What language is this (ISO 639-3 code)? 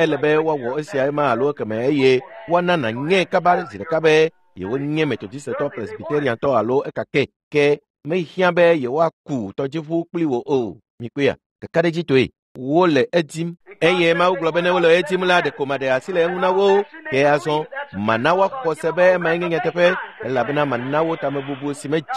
ewe